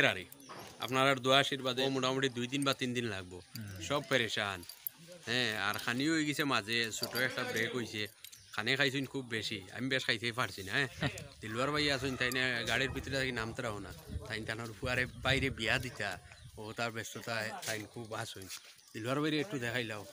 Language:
Sylheti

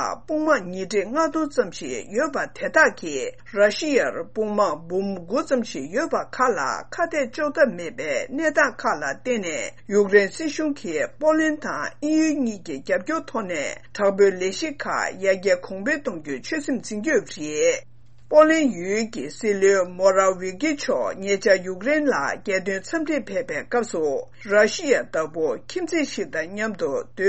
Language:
Tibetan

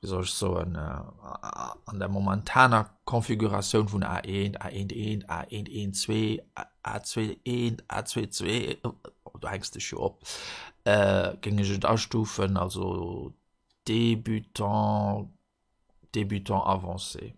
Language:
Luxembourgish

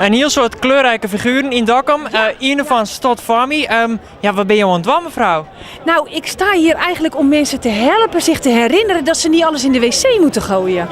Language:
Western Frisian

